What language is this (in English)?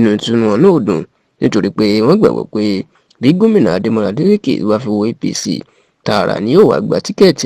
Yoruba